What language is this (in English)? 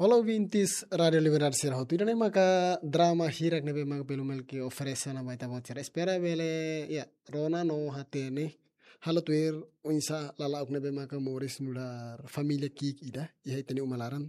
Tetum